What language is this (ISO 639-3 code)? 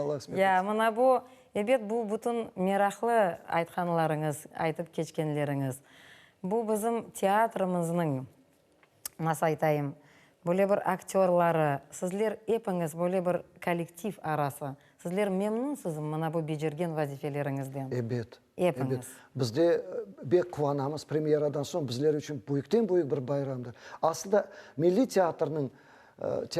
crh